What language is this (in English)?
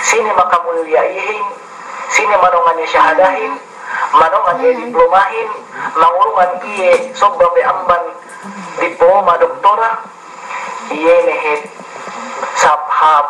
Yakan